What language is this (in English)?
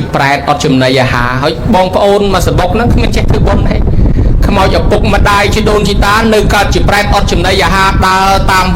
Khmer